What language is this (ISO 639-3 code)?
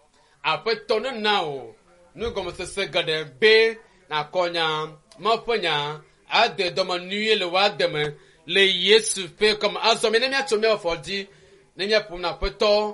ewe